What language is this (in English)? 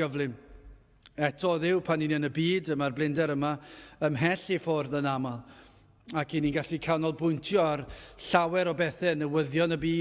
Welsh